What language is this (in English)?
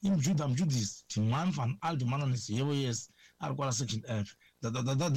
Tsonga